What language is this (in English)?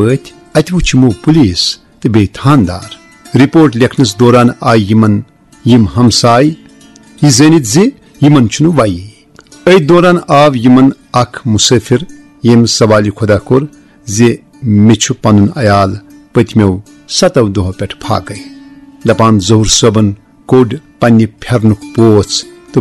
Kashmiri